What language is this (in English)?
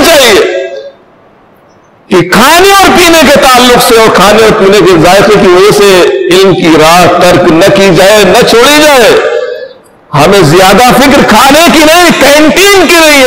Urdu